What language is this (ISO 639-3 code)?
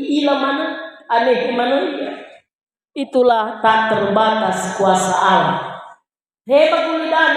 nia